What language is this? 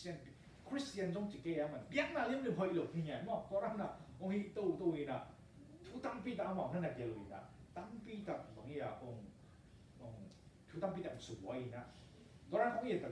Tedim Chin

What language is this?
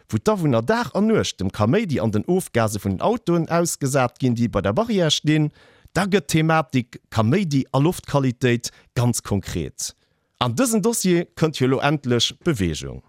Luxembourgish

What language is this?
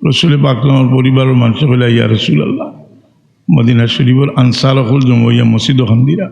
Sylheti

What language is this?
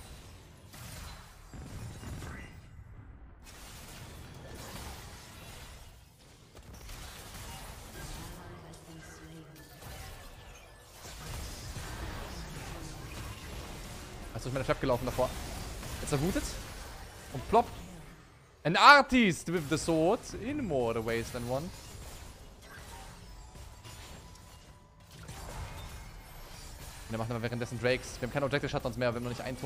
German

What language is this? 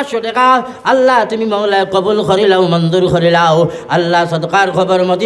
Sylheti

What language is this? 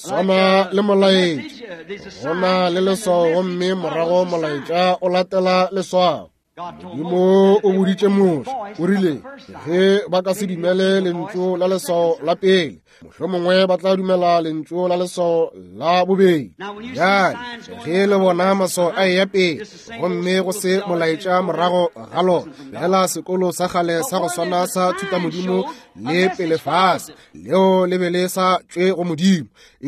Northern Sotho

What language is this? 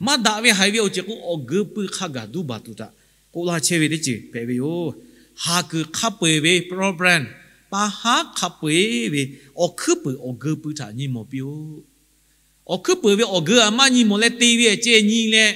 Lahu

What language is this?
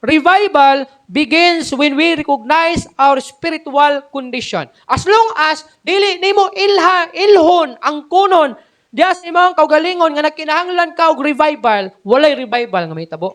Cebuano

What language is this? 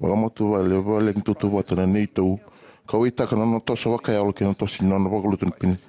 Fijian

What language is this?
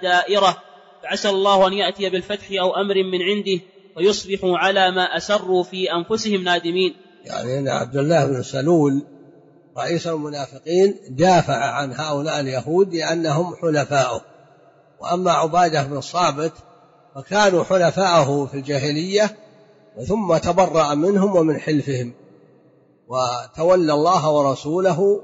Arabic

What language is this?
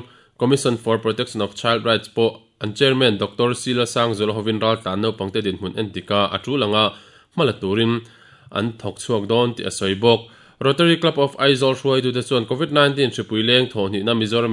Mizo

